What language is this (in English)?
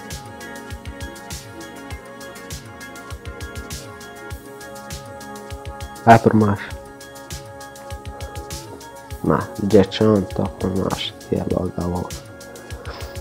Croatian